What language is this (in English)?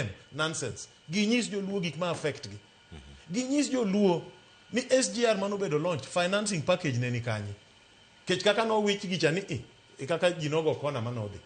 Luo (Kenya and Tanzania)